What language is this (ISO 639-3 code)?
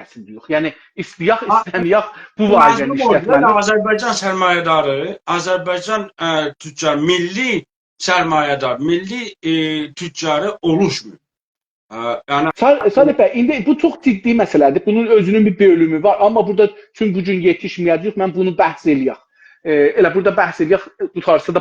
azb